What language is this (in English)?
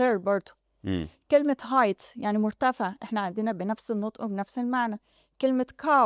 Egyptian Arabic